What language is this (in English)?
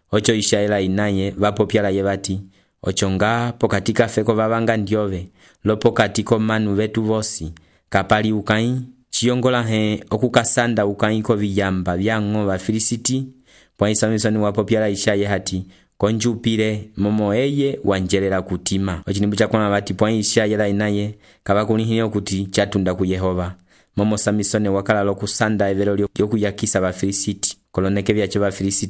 Umbundu